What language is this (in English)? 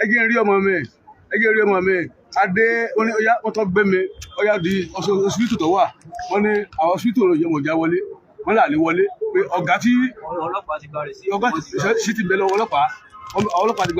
Yoruba